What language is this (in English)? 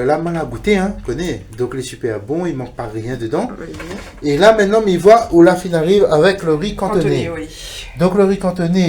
Réunion Creole French